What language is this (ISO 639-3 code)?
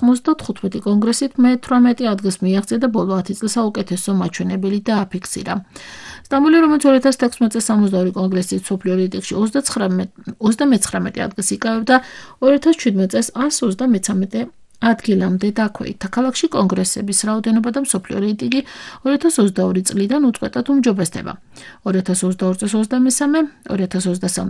kat